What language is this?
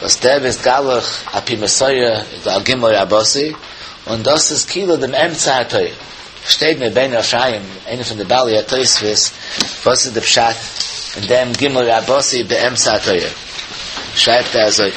Yiddish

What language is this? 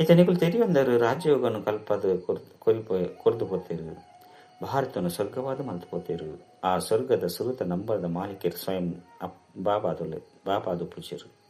Tulu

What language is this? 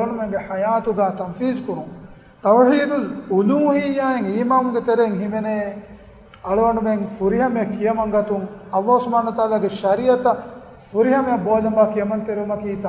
Divehi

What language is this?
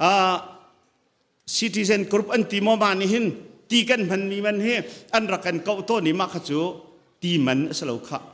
Hakha Chin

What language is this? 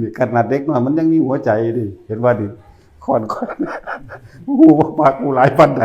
Northeastern Thai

